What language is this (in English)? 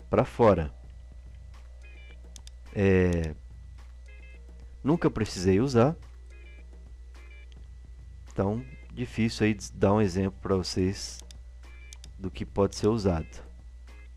Portuguese